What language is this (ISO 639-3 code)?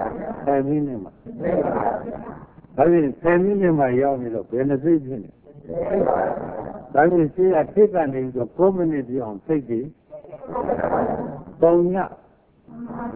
mya